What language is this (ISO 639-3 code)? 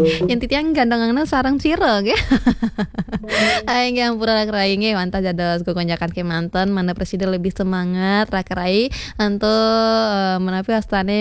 ban